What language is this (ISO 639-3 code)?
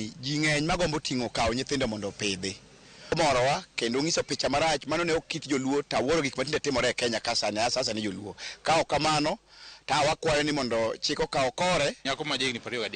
luo